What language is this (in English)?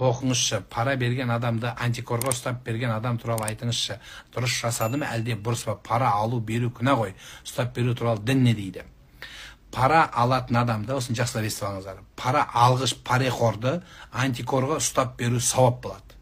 Kazakh